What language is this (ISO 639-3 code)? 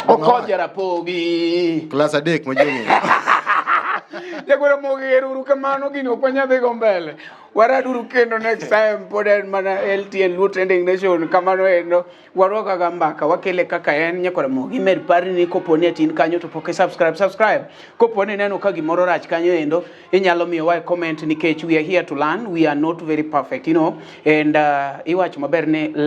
luo